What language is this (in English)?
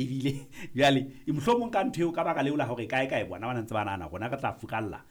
Southern Sotho